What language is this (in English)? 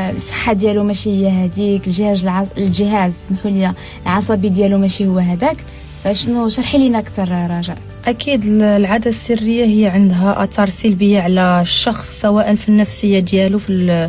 Moroccan Arabic